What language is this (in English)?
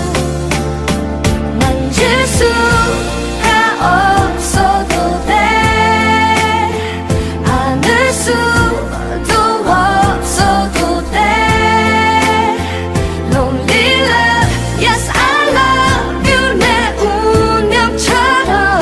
Korean